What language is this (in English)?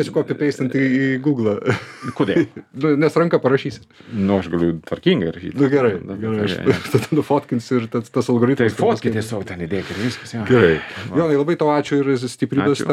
Lithuanian